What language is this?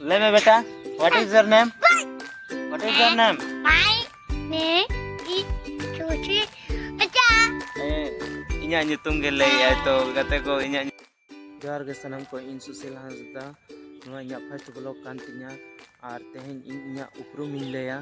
Santali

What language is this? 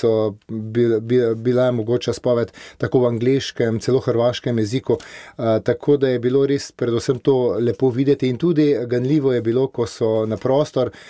Slovenian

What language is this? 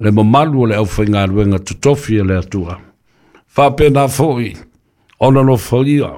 Samoan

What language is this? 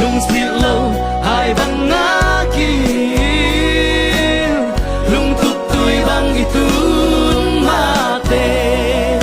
Tedim Chin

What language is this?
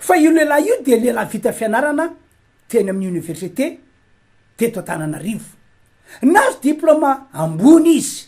Malagasy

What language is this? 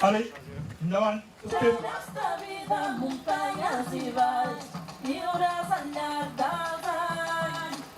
Occitan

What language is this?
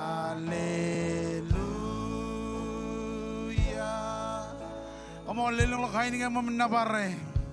Marshallese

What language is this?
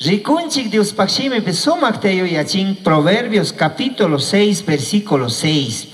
Chimborazo Highland Quichua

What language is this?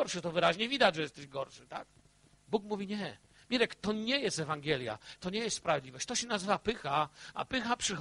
Polish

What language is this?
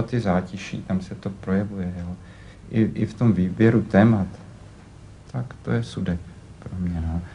Czech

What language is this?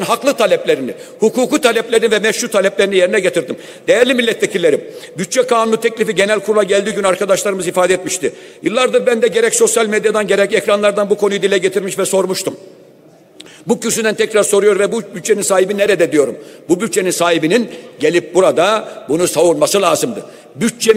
Turkish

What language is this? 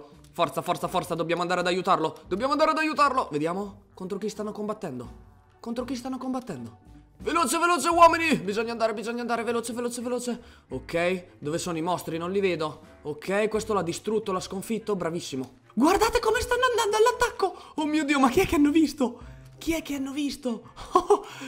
Italian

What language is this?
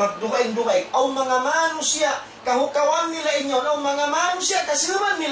Tausug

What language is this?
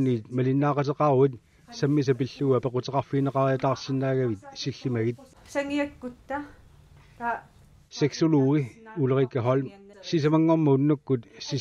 Kalaallisut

